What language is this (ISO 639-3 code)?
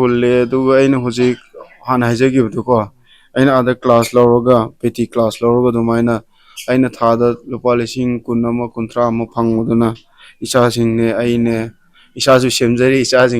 mni